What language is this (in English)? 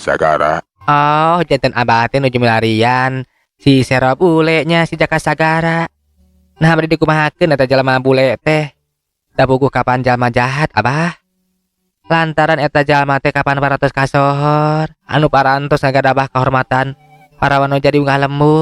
Sundanese